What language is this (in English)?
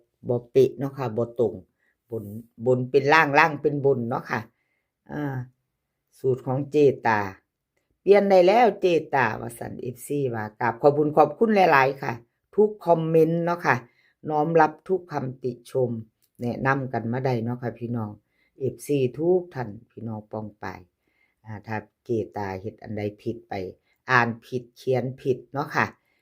Northeastern Thai